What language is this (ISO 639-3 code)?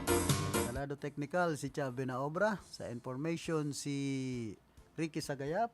bik